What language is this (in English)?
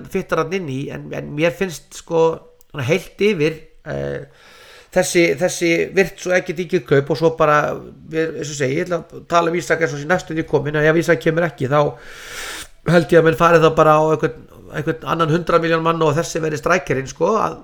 Icelandic